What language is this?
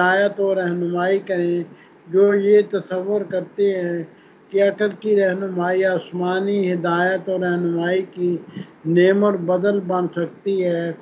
Urdu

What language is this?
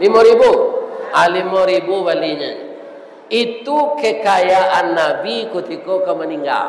Minangkabau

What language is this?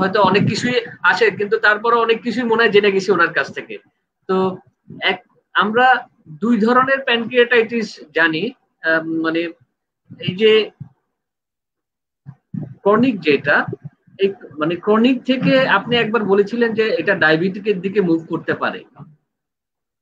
Bangla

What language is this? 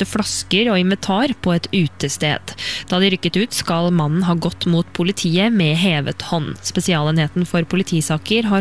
Norwegian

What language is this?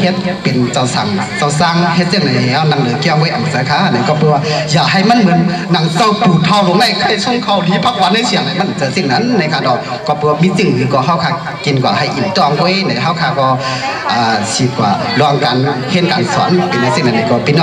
Shan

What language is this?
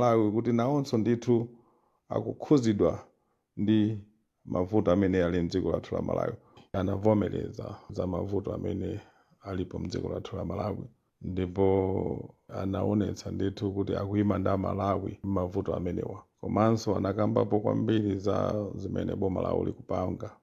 Nyanja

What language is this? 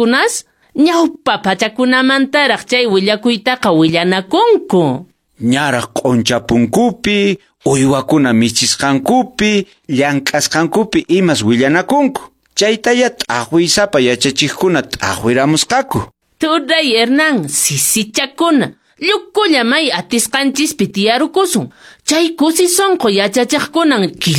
Quechua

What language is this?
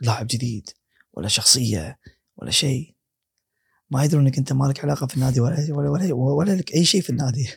Gulf Arabic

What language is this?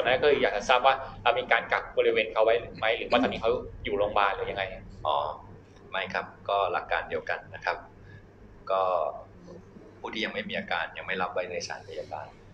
Thai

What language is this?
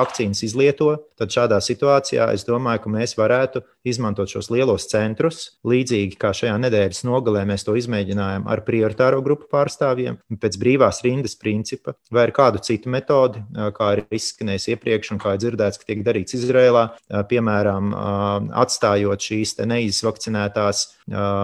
Latvian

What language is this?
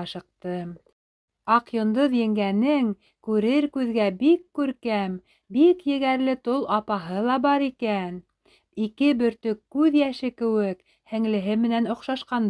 Bashkir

